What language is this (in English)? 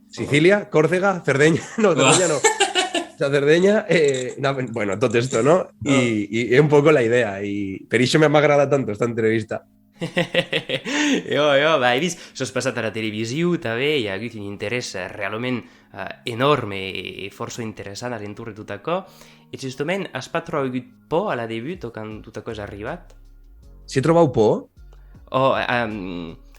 Occitan